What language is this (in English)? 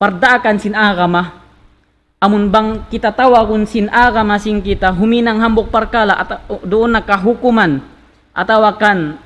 Tausug